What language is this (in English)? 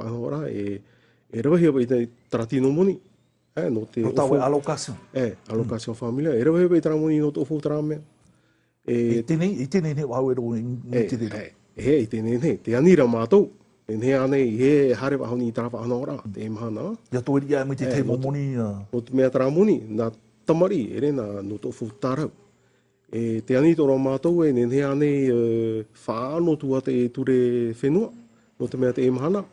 Tahitian